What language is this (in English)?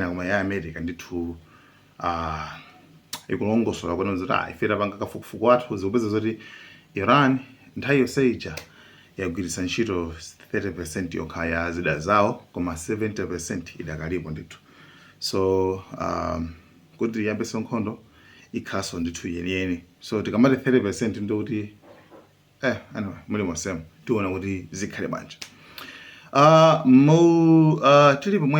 Nyanja